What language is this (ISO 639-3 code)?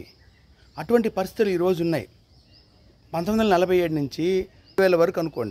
tel